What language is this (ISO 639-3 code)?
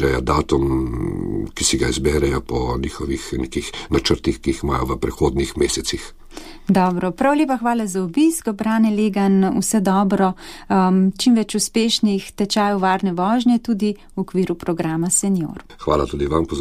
slv